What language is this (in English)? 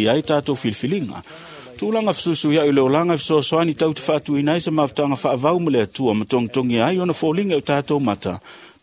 Samoan